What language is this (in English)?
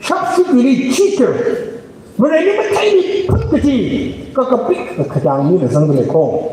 Tangkhul Naga (India)